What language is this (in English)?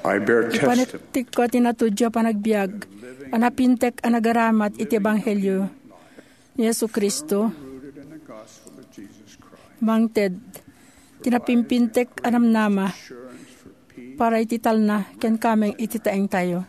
Iloko